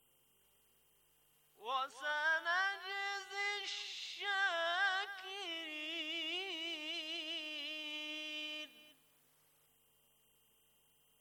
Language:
Bangla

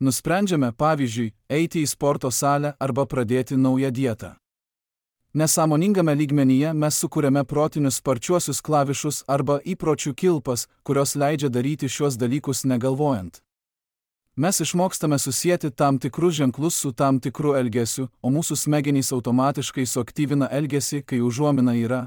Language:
Lithuanian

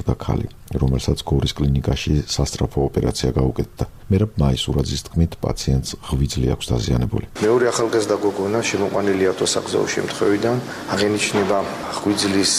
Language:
Georgian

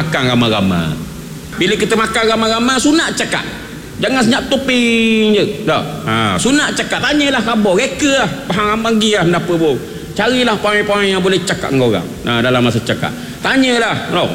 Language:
Malay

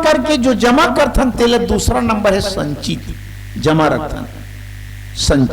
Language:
Chhattisgarhi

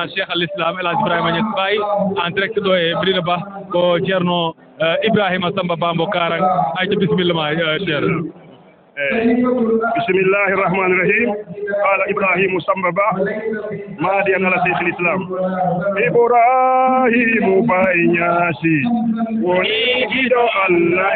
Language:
Fula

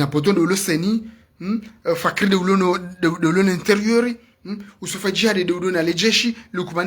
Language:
Ngazidja Comorian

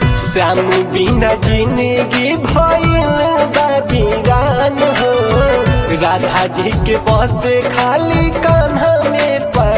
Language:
Bhojpuri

